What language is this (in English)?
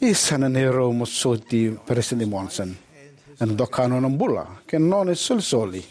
Fijian